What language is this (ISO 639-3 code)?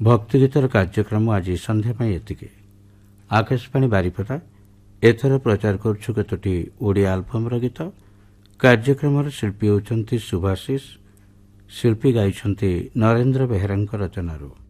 ori